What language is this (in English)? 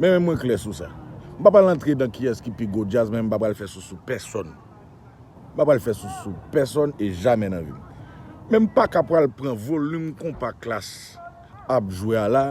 Haitian Creole